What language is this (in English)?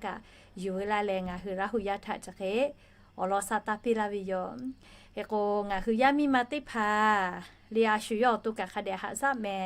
Lahu